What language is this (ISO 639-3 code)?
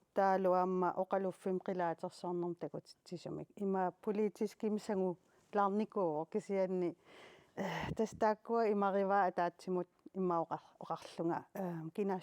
kal